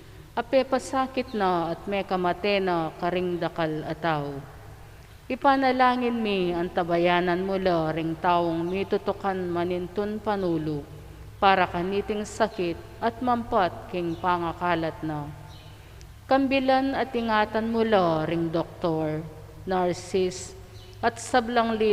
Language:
Pampanga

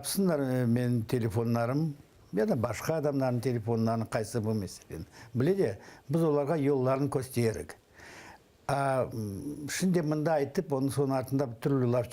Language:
Crimean Tatar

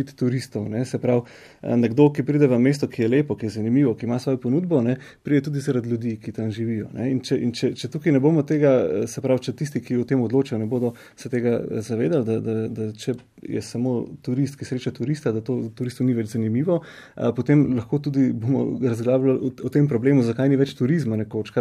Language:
Slovenian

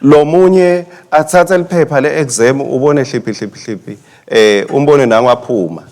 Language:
Swati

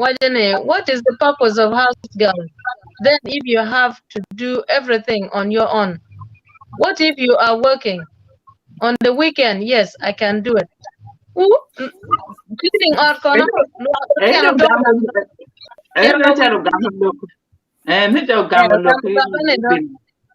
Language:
Acoli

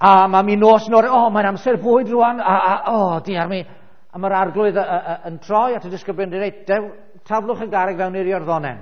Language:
Welsh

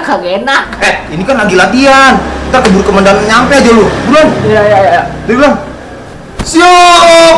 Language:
Betawi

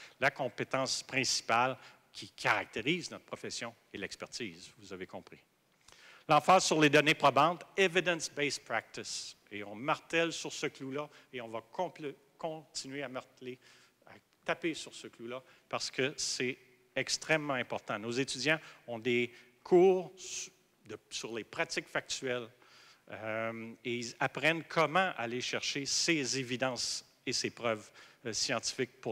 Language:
French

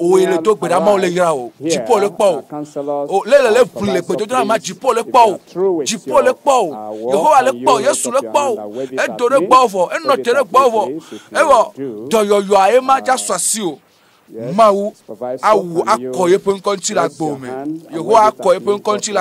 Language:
Ewe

